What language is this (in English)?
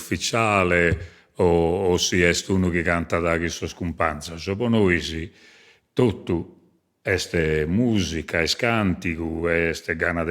Sardinian